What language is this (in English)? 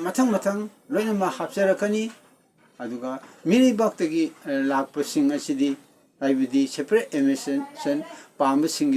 Manipuri